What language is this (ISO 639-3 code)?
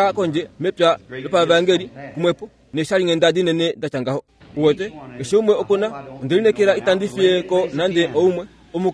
kua